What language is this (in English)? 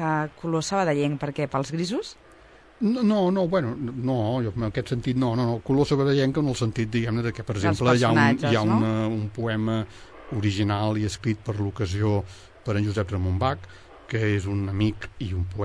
Catalan